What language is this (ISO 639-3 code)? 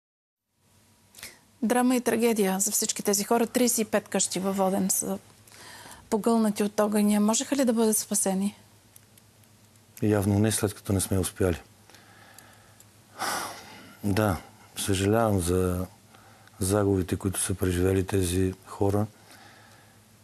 bul